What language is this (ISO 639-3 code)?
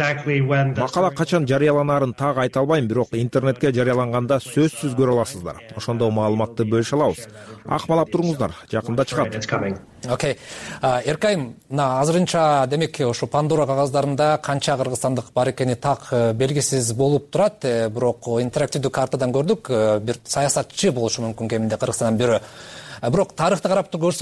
kir